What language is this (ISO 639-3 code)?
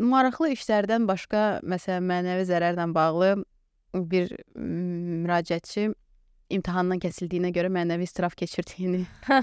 aze